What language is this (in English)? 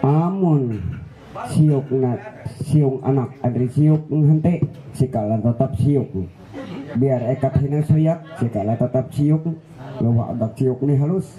Ma'anyan